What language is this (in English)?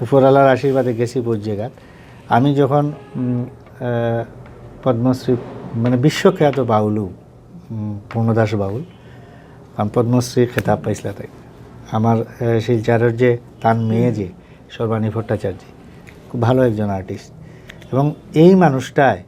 Sylheti